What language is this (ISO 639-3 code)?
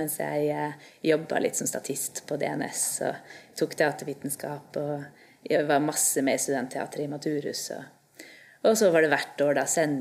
nor